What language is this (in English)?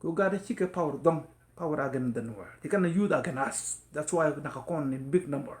Nuer